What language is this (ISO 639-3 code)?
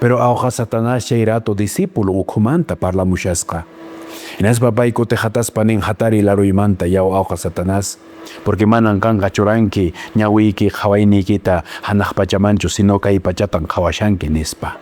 que